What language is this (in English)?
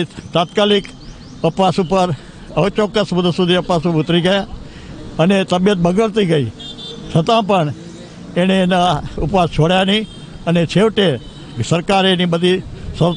Gujarati